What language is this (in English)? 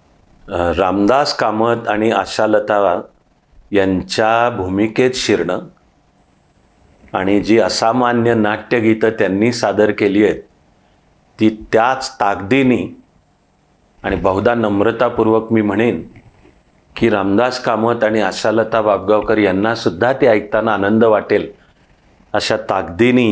Marathi